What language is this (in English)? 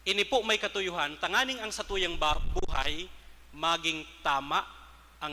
Bikol